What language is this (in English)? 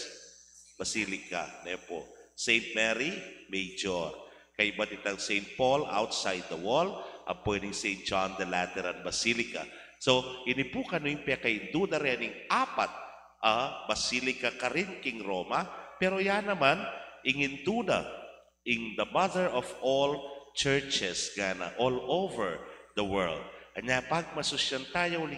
Pampanga